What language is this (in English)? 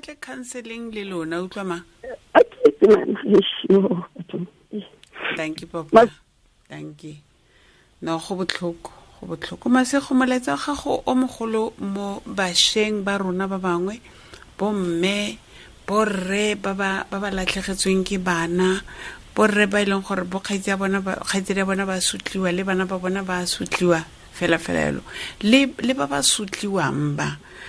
Tswana